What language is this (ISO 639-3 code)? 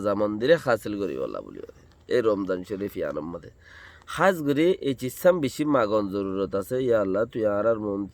rhg